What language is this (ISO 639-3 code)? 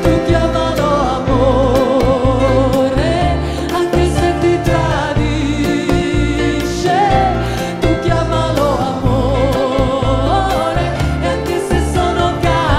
ita